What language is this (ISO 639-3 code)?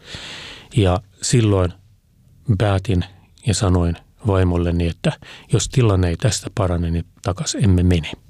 fin